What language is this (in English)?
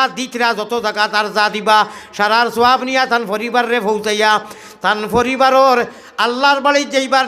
Sylheti